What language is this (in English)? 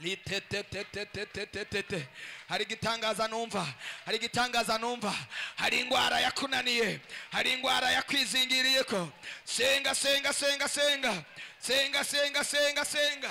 Rundi